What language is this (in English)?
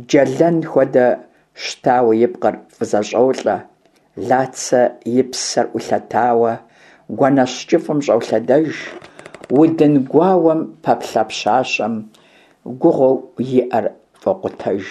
Kabardian